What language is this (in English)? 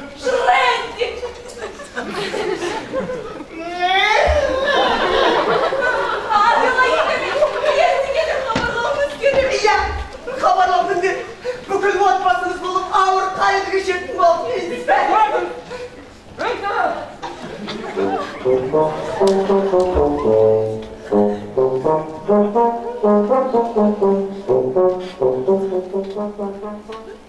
Kazakh